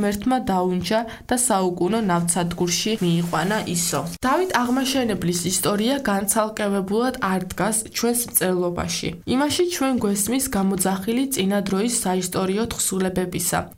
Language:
Georgian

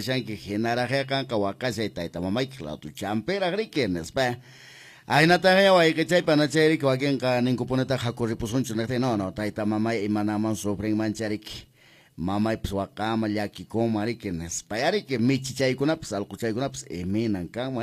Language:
Quechua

